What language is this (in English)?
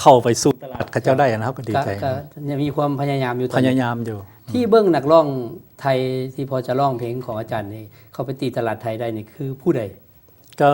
Lao